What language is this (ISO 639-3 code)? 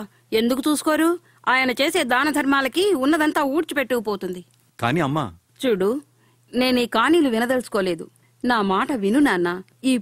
tel